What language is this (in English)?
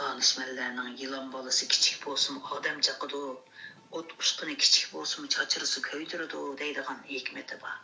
Uyghur